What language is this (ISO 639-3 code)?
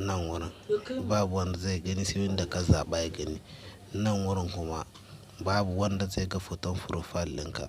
hau